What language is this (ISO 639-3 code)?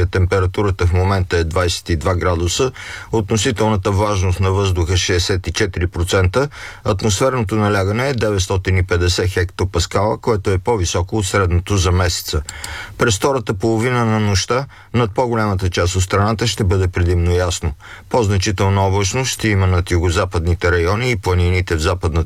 bul